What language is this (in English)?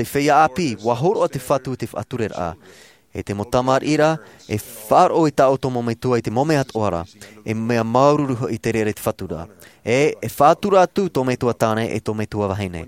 Tahitian